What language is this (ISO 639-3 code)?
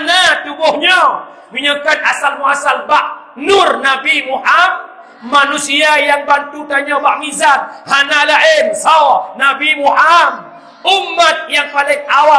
ace